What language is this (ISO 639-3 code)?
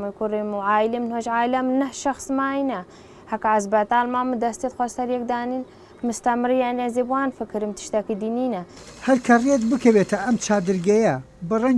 ckb